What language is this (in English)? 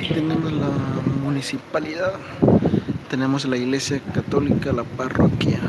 Kekchí